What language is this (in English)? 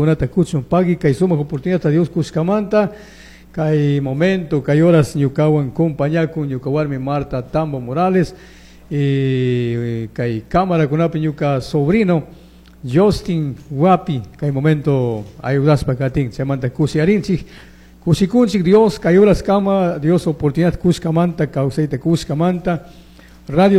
Chimborazo Highland Quichua